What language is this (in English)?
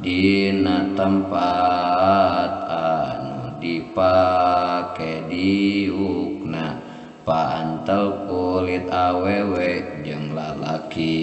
Sundanese